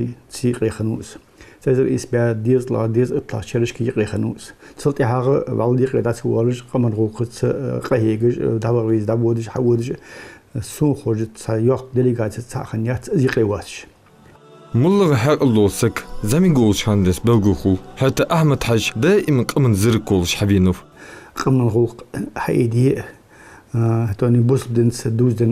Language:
Ingush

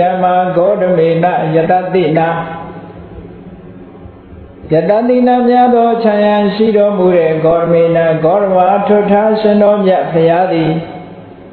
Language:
Burmese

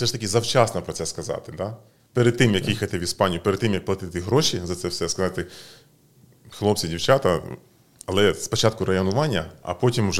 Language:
Ukrainian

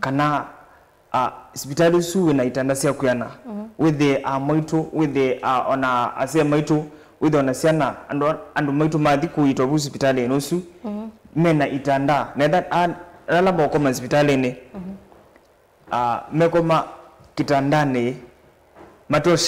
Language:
Kamba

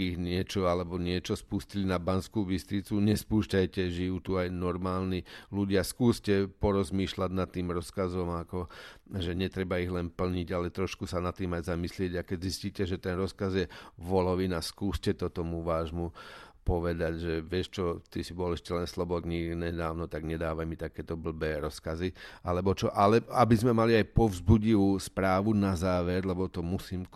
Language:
Slovak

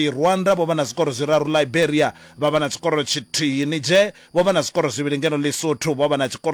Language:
Venda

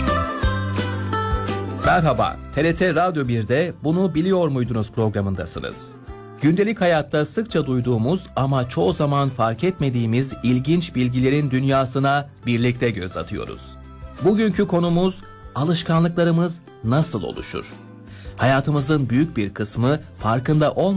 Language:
Turkish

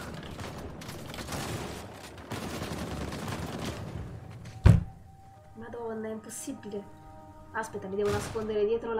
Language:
Italian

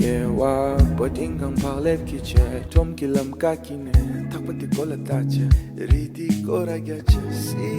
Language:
Tibetan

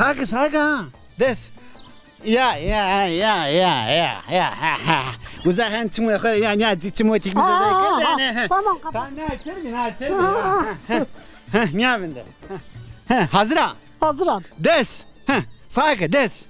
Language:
Zaza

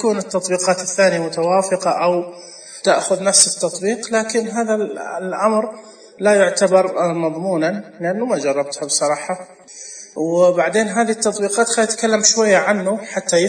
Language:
Najdi Arabic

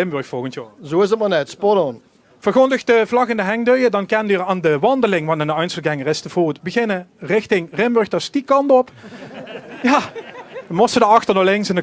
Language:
Limburgish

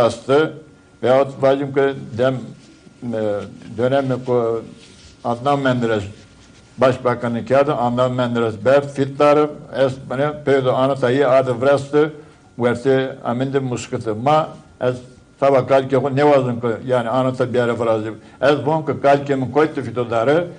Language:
Zaza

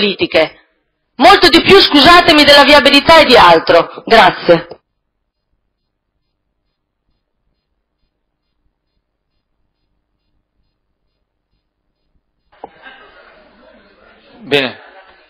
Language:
Italian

